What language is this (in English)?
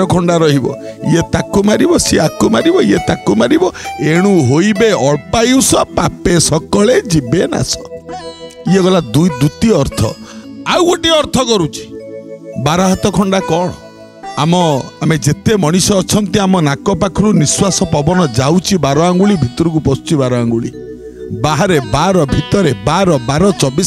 Odia